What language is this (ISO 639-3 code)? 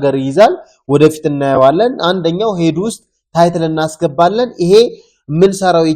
amh